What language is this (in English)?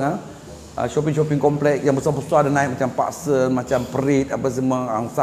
Malay